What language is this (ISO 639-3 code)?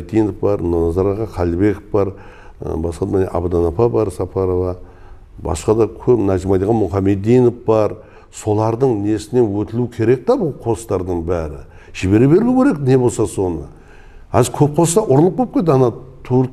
kaa